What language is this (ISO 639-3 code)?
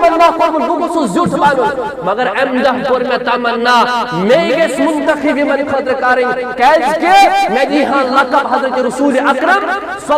kas